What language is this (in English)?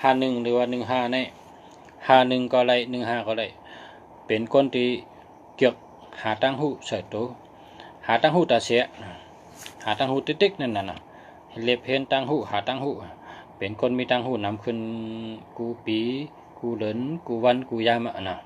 Shan